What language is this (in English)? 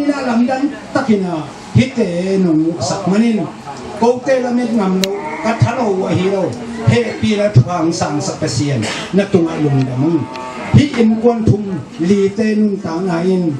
Tedim Chin